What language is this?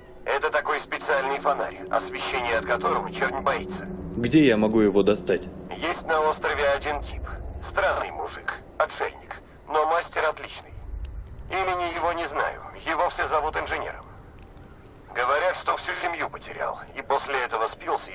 Russian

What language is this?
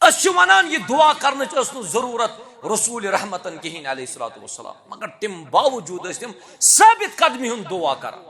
Kashmiri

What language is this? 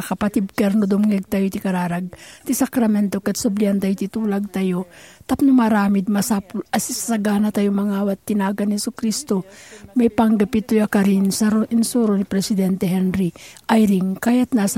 Iloko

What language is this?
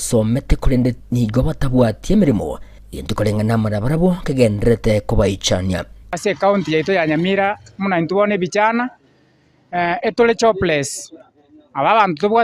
Gusii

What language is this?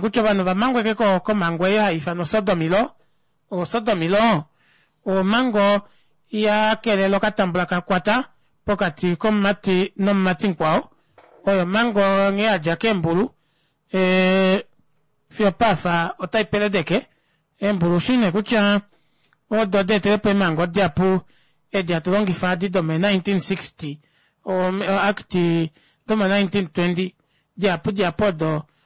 Kuanyama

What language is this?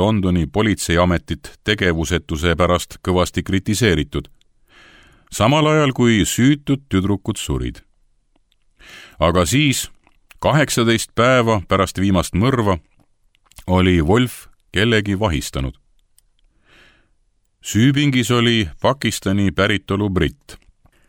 Estonian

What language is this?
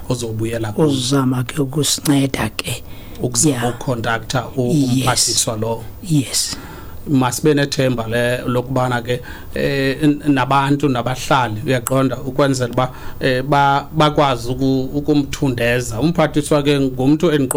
Xhosa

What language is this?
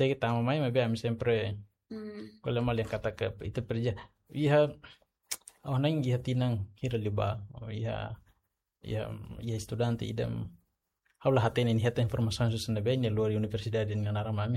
Tetum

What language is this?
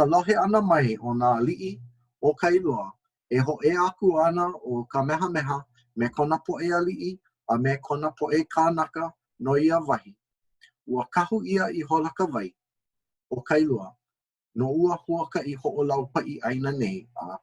Hawaiian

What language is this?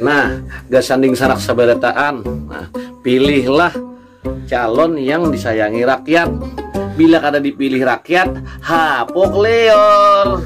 Banjar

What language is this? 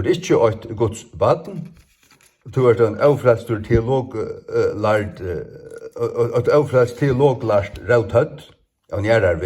Faroese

